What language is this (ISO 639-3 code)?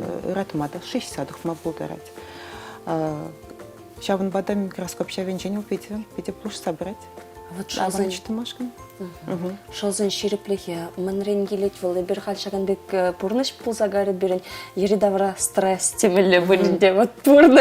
chv